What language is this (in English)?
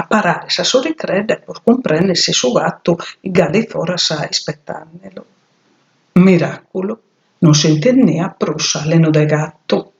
Sardinian